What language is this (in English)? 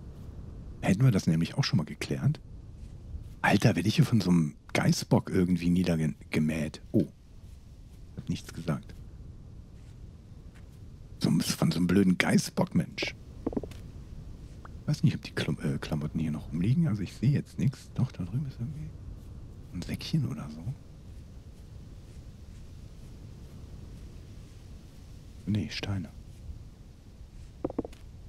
German